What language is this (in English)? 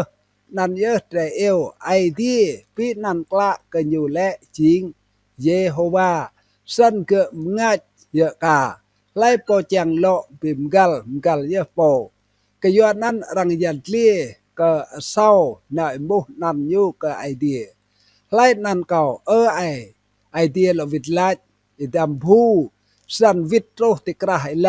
Rade